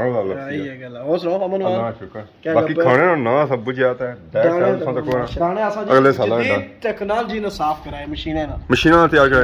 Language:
Pahari-Potwari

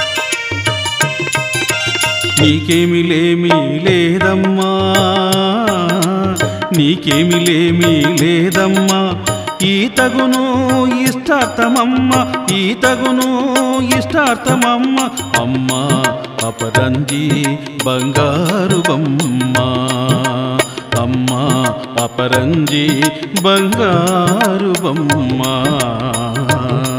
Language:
Telugu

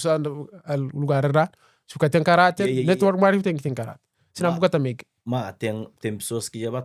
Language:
Kabuverdianu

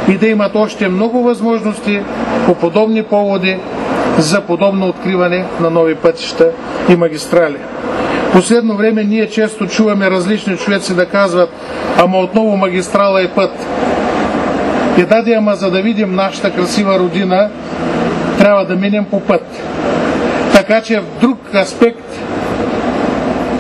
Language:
Bulgarian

